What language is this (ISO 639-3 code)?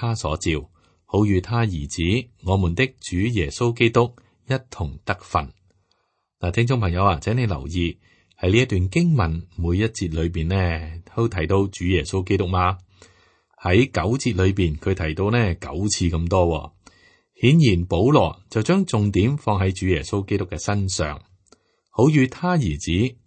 yue